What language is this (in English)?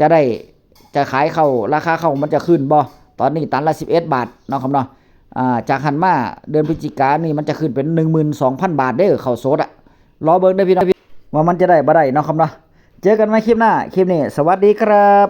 Northeastern Thai